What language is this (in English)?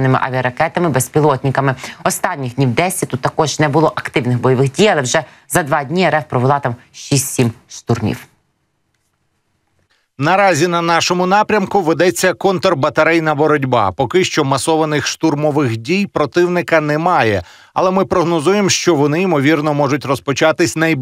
Ukrainian